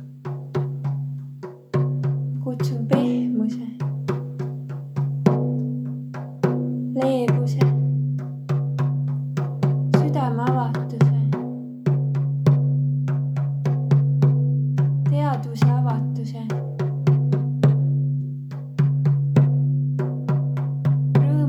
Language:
Estonian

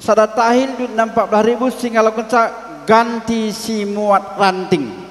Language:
Batak Karo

